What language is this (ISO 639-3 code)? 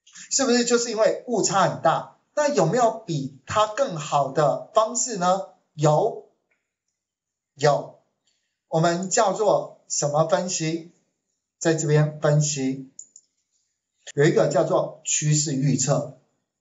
zho